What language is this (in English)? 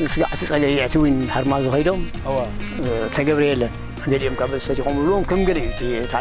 Tigrinya